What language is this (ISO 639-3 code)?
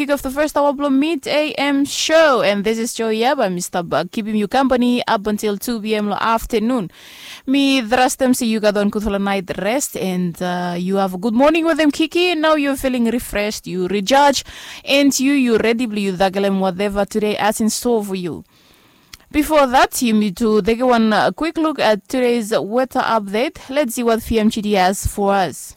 bis